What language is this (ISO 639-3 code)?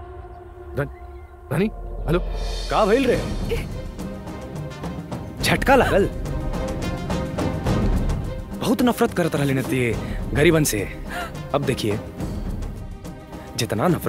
bho